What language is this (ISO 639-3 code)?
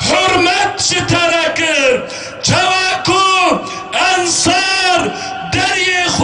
kur